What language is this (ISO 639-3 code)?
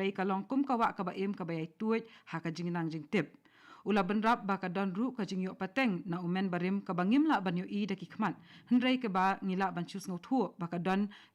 kha